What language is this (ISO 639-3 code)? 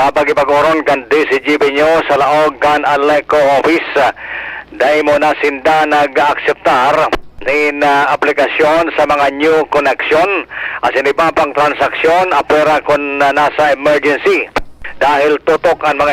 bik